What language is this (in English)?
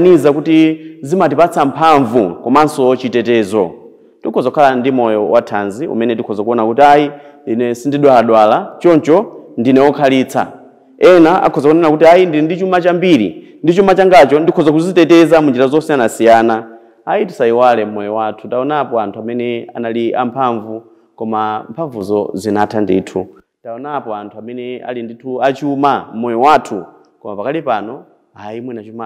Nyanja